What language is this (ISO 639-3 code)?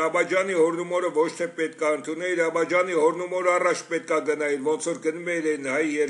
hye